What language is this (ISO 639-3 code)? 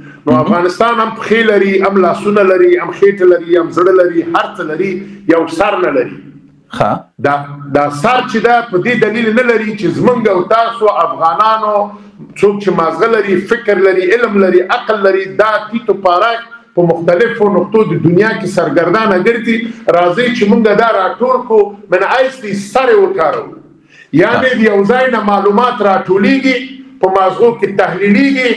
pus